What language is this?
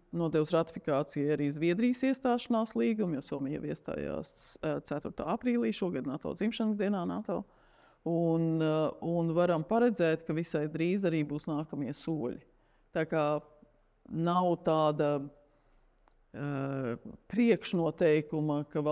Latvian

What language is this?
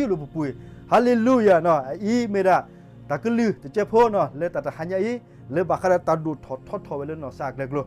S'gaw Karen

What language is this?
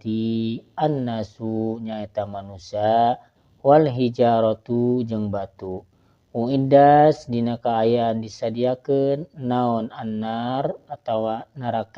Sundanese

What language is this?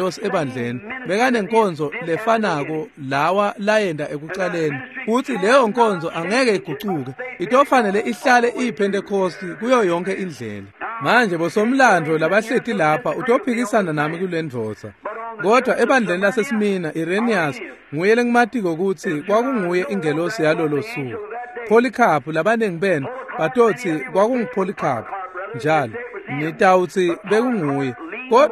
Swati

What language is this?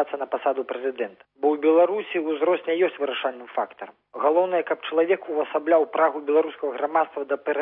Belarusian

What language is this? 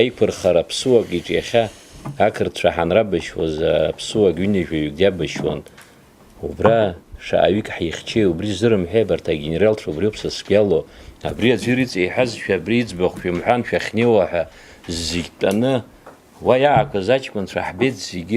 Abkhazian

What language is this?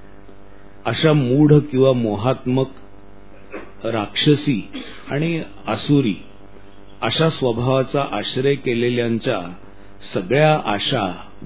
Marathi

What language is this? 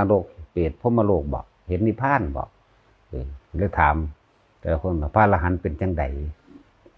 Lao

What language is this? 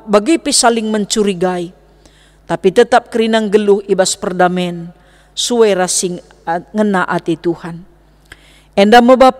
Batak Karo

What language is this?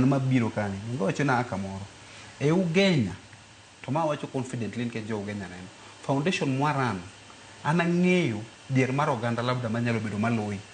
Luo (Kenya and Tanzania)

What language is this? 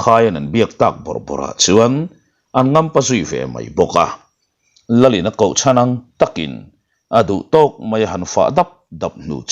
Mizo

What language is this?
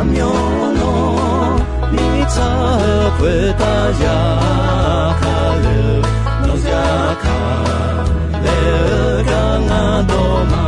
Akha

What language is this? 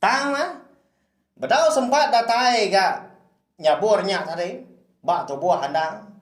Iban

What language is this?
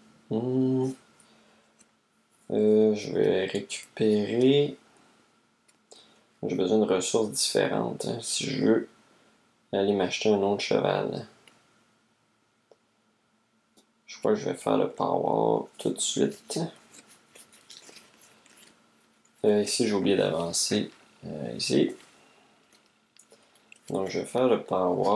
French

